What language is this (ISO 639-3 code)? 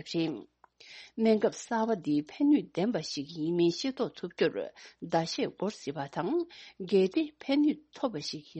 bod